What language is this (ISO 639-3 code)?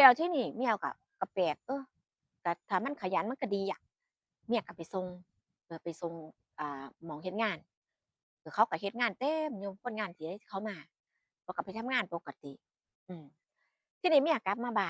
tts